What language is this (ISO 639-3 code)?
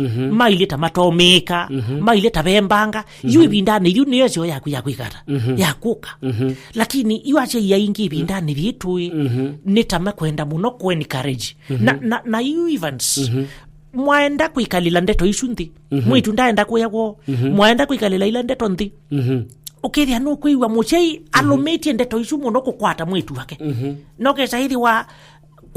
kam